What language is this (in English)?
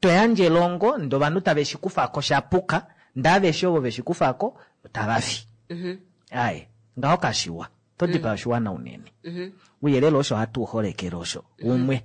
Kuanyama